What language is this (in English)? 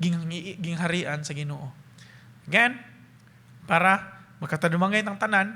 Cebuano